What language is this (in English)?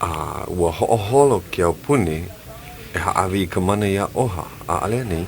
Hawaiian